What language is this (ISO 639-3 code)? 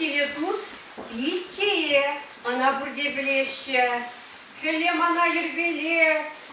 chv